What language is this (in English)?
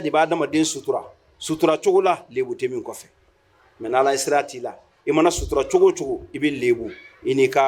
Bambara